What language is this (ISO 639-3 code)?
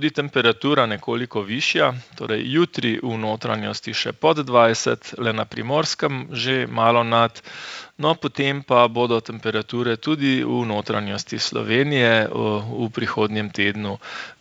slv